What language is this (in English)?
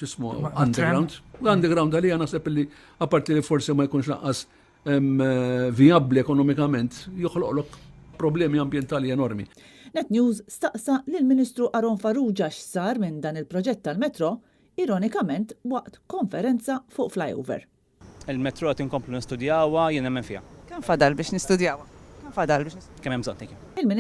Maltese